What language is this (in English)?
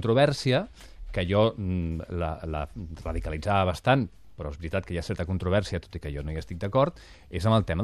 Catalan